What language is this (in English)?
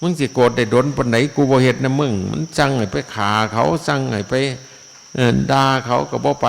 Northeastern Thai